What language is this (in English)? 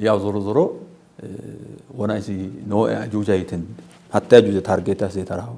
Sidamo